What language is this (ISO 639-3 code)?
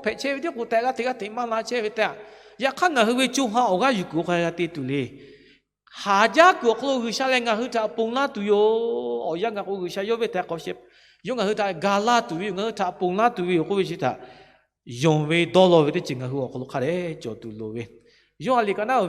lhu